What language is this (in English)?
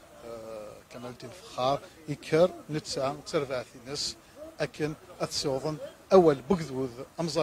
Kabyle